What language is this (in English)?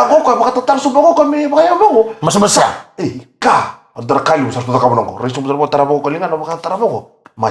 Fijian